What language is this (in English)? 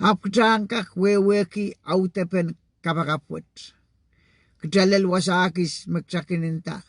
Pohnpeian